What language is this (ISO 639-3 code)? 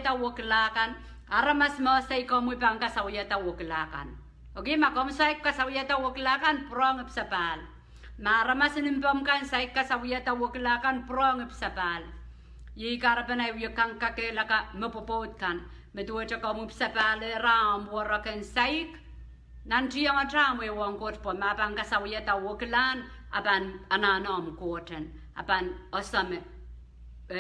pon